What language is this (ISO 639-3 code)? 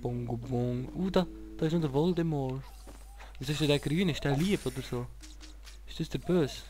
gsw